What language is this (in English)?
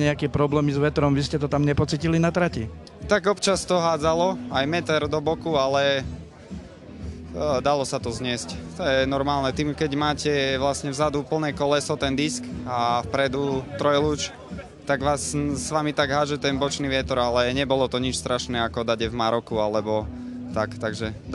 Slovak